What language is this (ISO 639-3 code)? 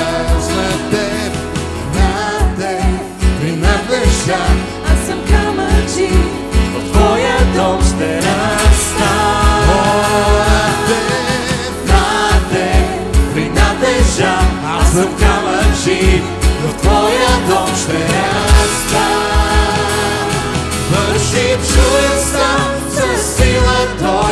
bul